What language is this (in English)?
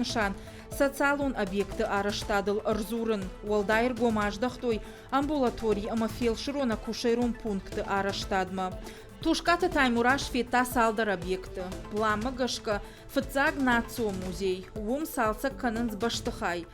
Ossetic